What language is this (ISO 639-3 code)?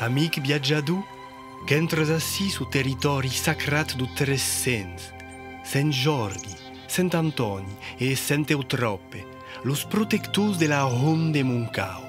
oci